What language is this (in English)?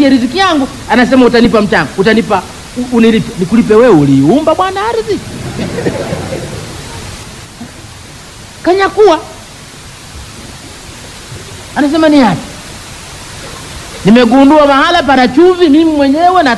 Swahili